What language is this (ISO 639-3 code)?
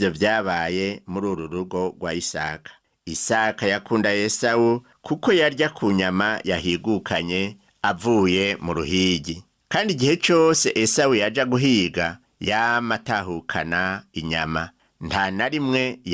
run